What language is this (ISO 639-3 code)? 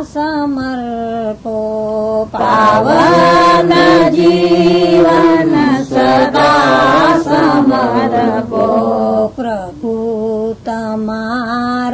guj